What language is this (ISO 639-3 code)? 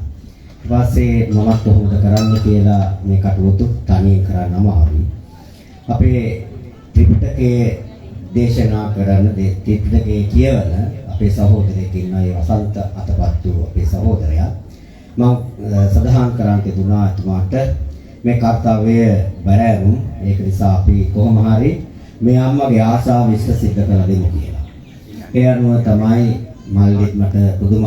sin